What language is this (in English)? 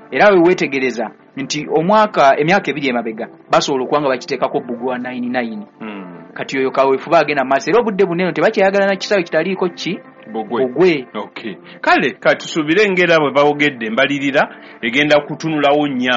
Ganda